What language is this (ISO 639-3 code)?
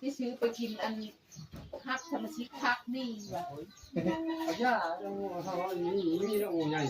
tts